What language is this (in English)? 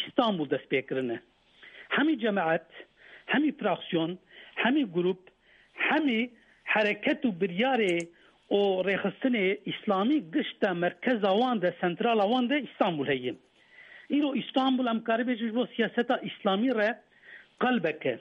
Kurdish